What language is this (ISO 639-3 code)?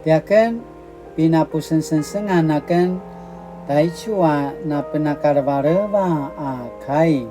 pwn